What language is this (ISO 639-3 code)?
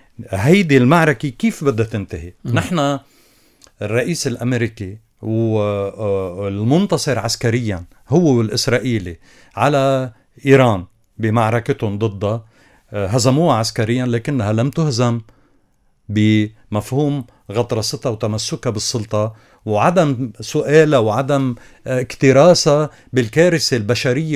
apc